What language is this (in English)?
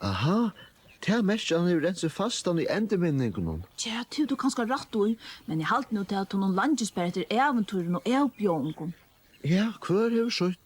Faroese